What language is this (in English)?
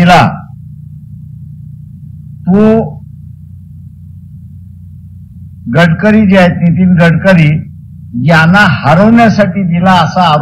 Marathi